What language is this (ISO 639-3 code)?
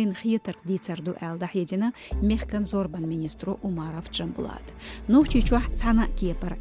che